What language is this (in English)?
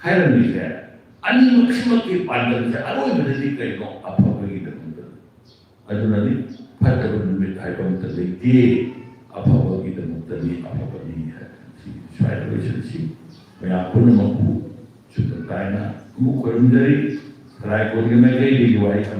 Manipuri